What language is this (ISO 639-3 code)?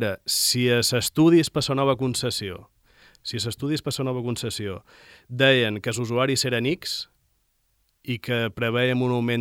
cat